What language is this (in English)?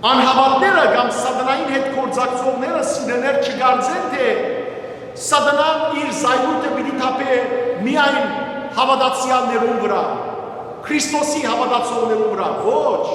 Western Armenian